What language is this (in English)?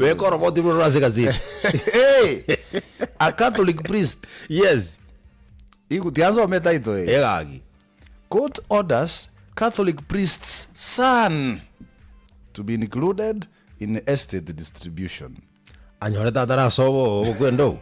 Gusii